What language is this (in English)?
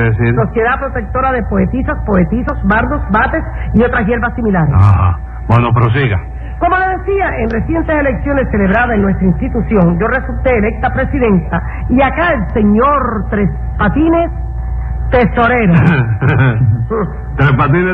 Spanish